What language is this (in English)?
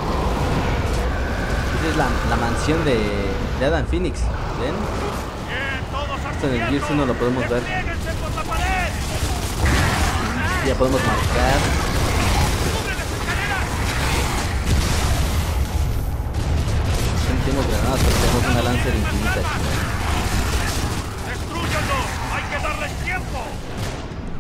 Spanish